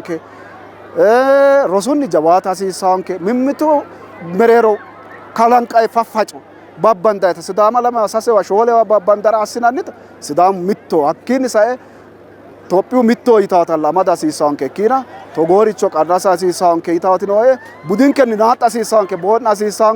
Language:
Sidamo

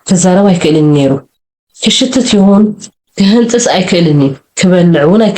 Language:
Tigrinya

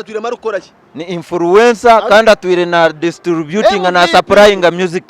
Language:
Nyankole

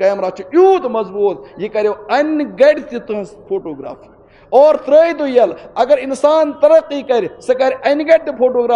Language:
Kashmiri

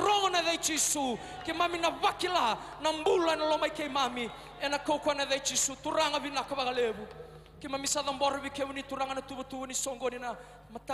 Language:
Fijian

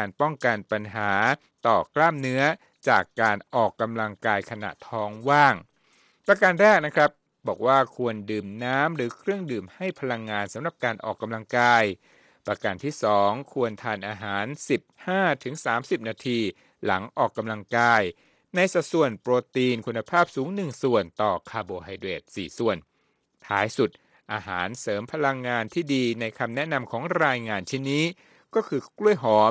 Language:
Thai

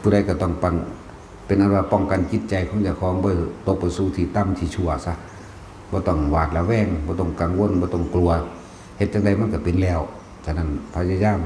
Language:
Northeastern Thai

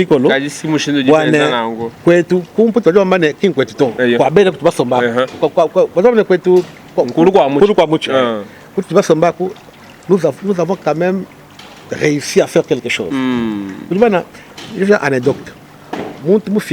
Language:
Luba-Lulua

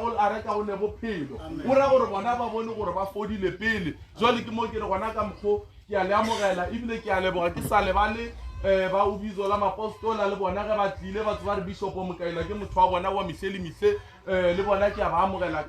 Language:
Northern Sotho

